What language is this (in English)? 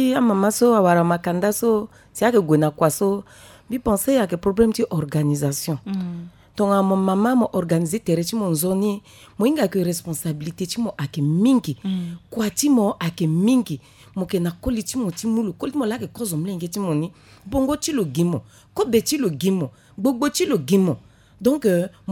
Sango